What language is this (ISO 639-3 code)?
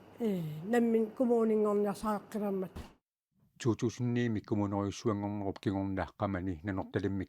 kal